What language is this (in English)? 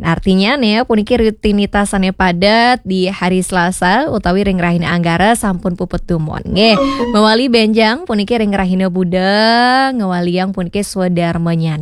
Balinese